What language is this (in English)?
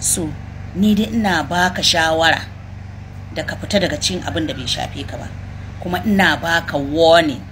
Hausa